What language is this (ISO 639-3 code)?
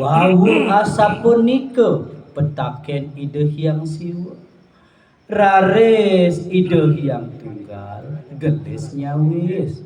ban